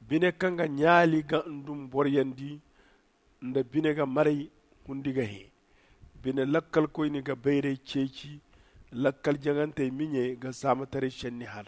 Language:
Zarma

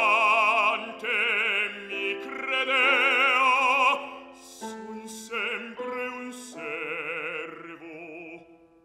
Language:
Italian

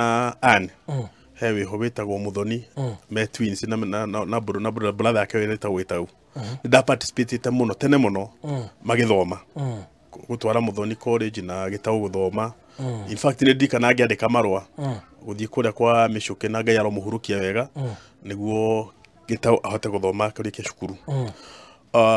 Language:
Kikuyu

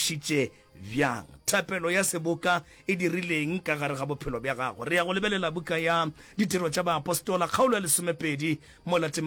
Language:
Northern Sotho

